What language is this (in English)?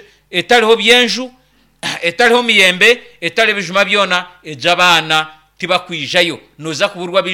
Nyankole